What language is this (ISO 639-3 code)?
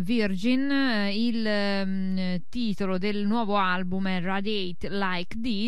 ita